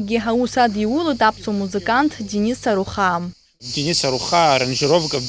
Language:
Abkhazian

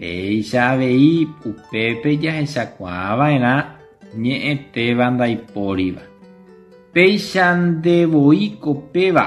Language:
Guarani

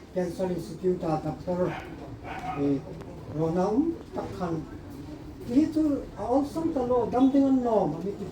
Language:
Hmar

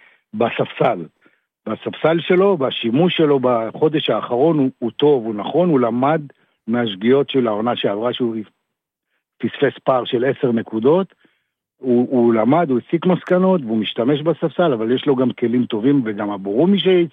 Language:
Hebrew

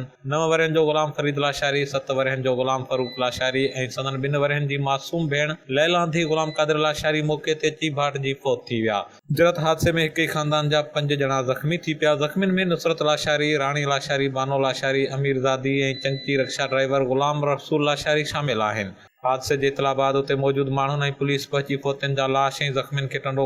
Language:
Sindhi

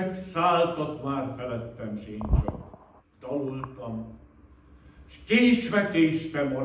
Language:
Hungarian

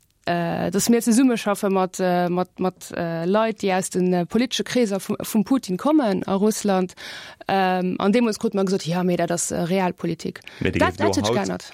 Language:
Luxembourgish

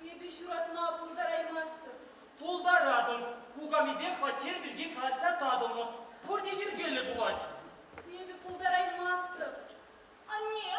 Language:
Chuvash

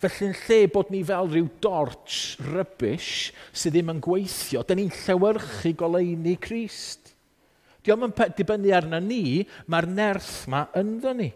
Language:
Welsh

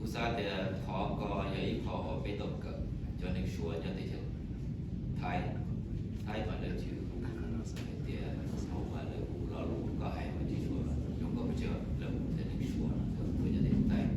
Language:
Hmong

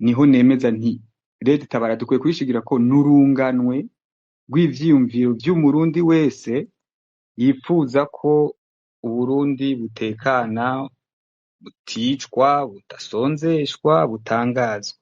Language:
Rundi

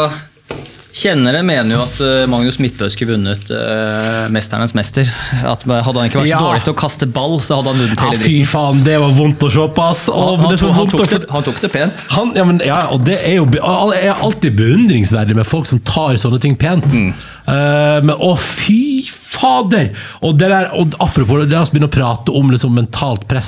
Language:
Norwegian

